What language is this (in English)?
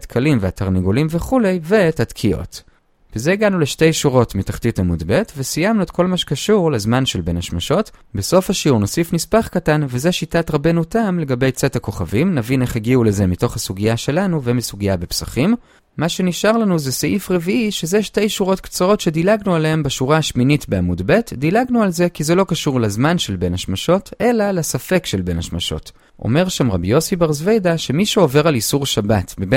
Hebrew